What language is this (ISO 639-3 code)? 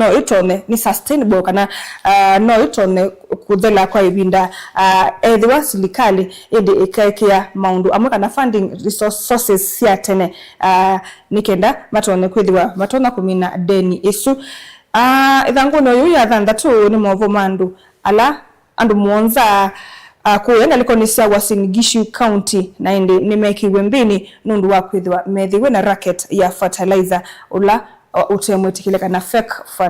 kam